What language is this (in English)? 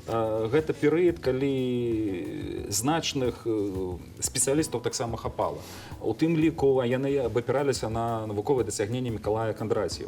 Belarusian